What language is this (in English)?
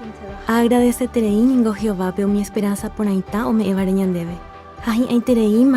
Guarani